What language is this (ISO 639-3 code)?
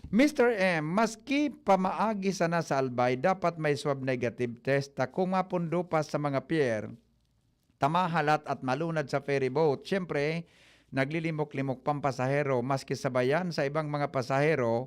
bik